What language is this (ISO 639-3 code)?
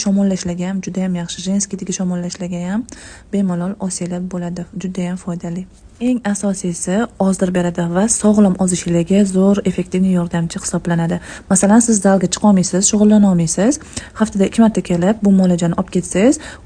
uzb